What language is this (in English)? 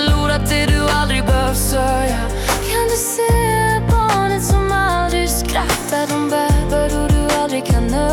Swedish